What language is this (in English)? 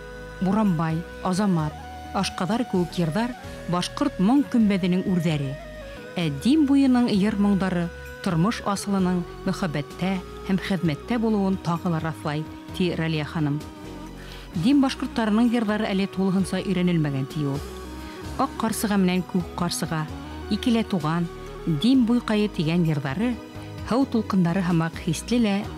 Bashkir